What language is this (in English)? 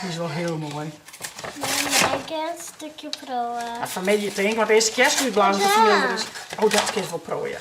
Western Frisian